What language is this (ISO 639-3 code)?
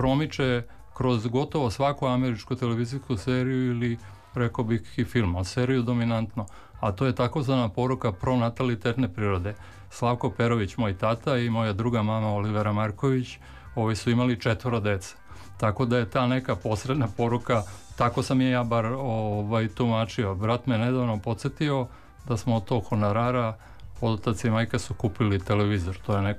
srp